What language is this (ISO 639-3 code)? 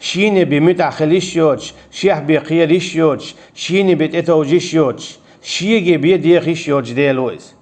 che